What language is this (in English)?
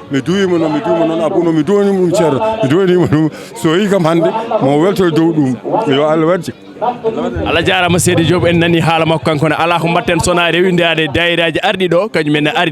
Fula